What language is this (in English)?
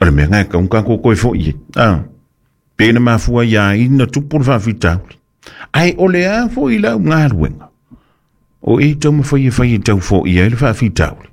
Samoan